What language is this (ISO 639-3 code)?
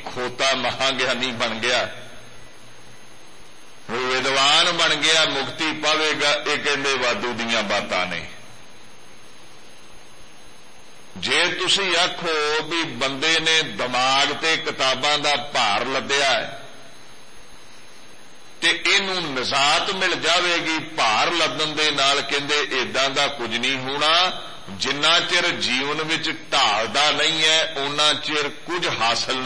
pan